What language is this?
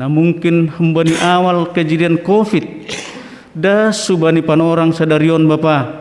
Batak Simalungun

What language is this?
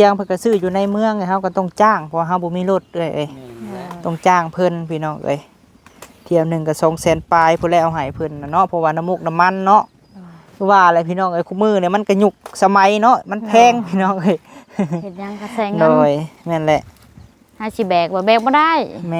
Lao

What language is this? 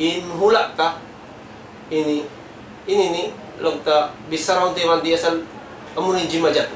Tausug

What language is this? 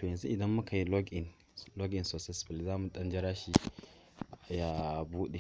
Hausa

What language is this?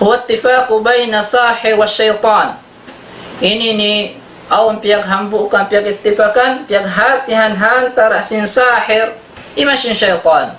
Tausug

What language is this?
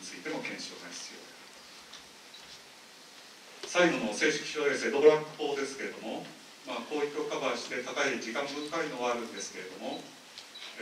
Japanese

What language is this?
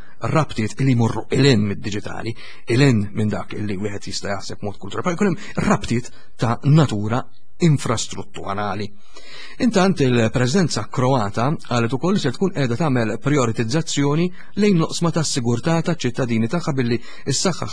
Maltese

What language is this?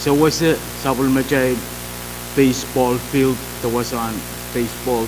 Pohnpeian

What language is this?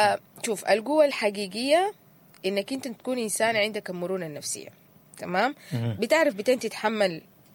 Sudanese Arabic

